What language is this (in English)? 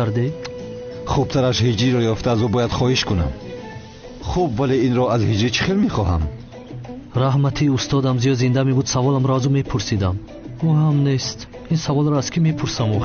Tajik